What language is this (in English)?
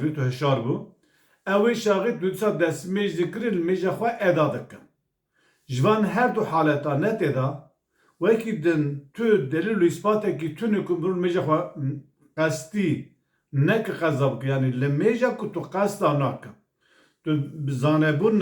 Kurdish